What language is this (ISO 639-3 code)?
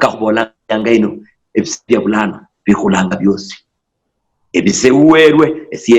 luy